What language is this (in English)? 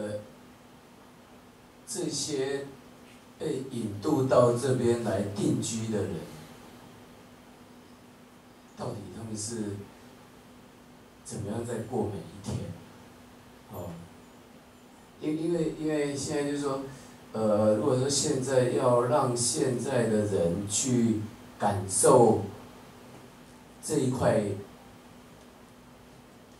Chinese